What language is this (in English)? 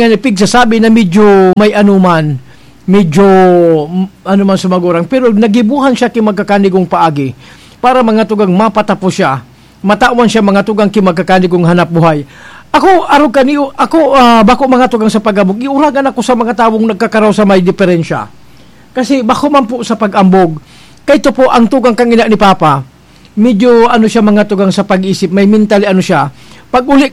Bikol